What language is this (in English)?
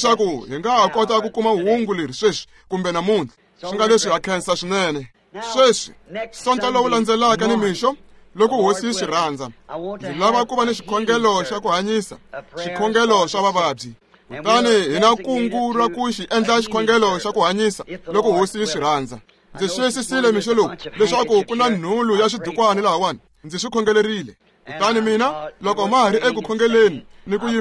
Tsonga